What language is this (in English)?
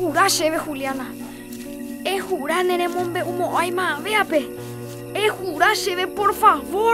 Guarani